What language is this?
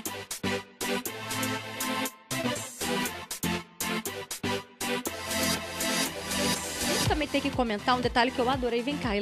Portuguese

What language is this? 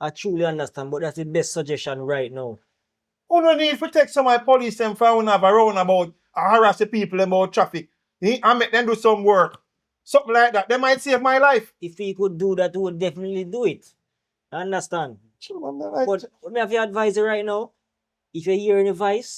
Jamaican Creole English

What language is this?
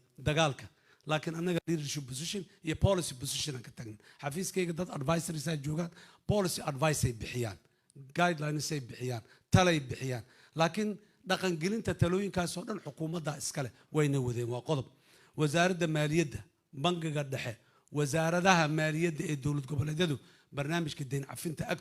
Somali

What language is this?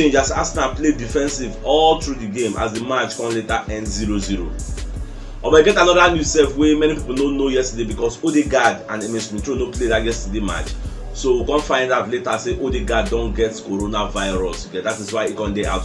Nigerian Pidgin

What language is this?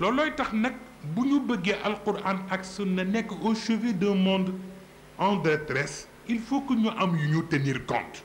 Wolof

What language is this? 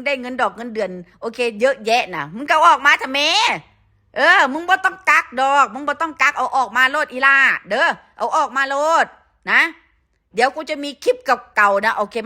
Northeastern Thai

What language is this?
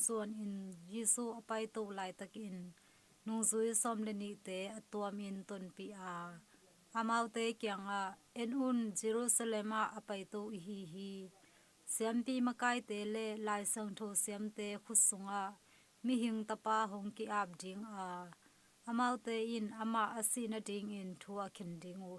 Tedim Chin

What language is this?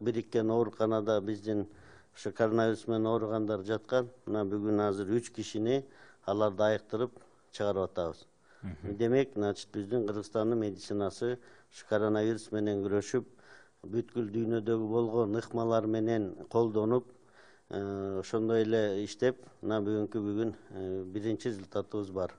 Kyrgyz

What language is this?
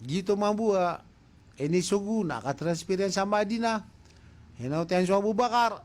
Maranao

